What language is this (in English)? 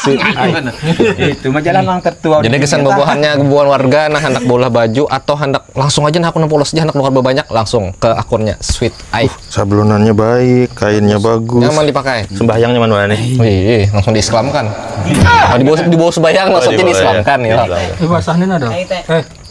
Banjar